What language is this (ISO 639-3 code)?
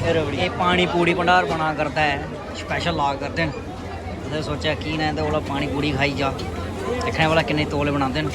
doi